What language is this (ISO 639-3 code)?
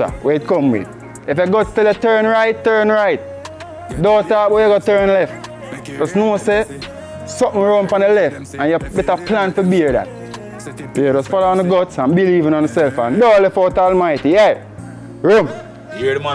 jam